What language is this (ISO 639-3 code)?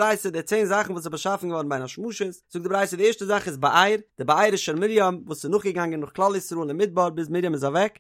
yid